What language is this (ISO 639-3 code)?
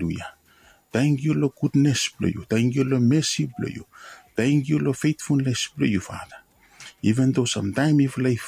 bis